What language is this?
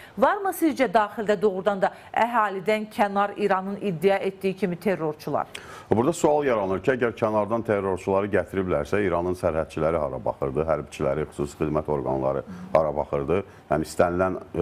Azerbaijani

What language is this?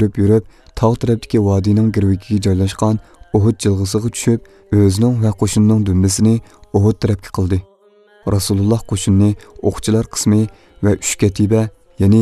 Uyghur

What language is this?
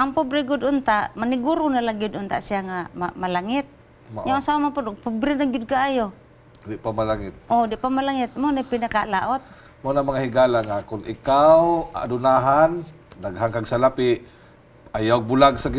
Cebuano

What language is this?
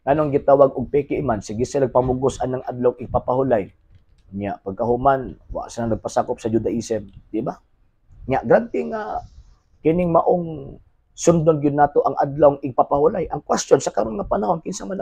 Cebuano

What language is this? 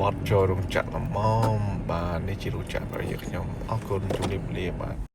Khmer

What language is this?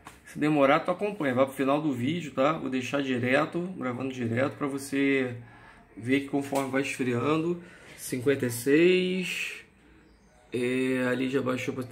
Portuguese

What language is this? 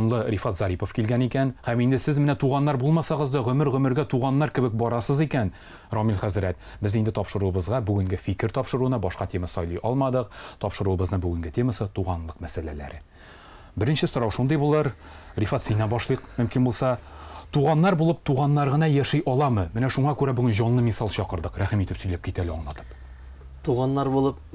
Tatar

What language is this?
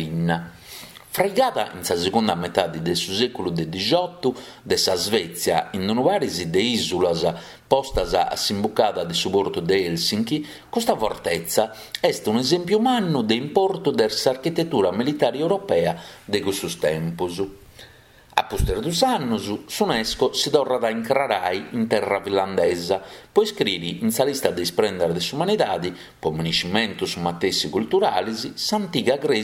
Sardinian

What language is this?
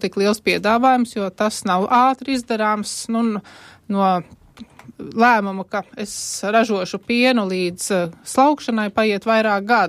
Latvian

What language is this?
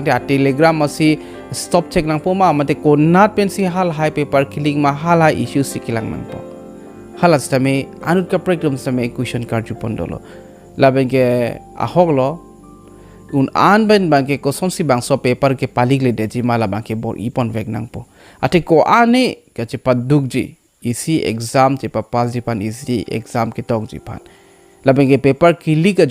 Karbi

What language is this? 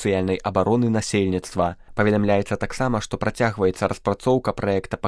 Belarusian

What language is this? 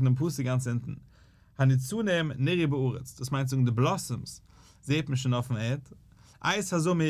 Yiddish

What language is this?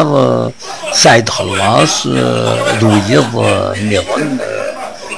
Kabyle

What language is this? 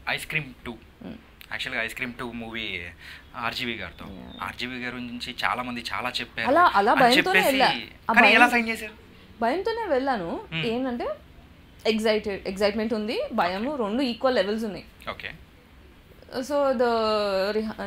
Telugu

